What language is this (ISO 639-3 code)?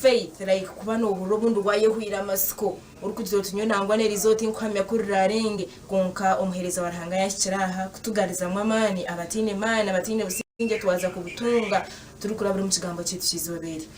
nyn